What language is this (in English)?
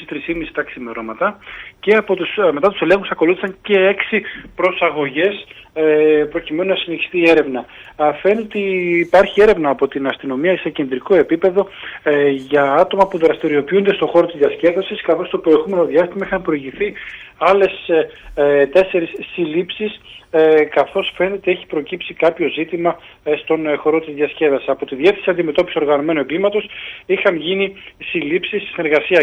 Greek